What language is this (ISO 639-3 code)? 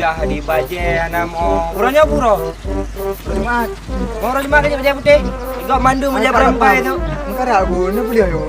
ace